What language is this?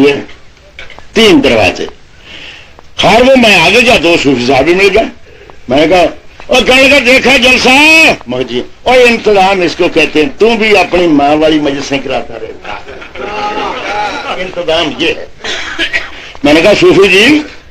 Urdu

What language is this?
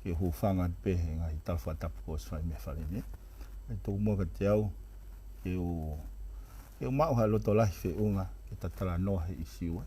Tongan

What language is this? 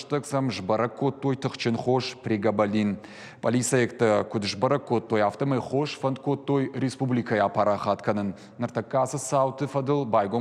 Ossetic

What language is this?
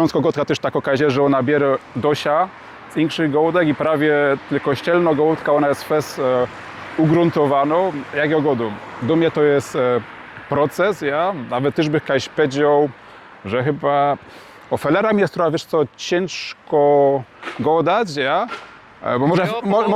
Silesian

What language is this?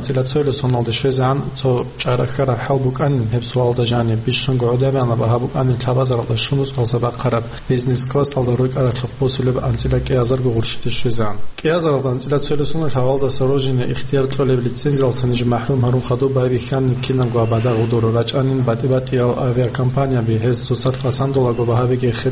Avaric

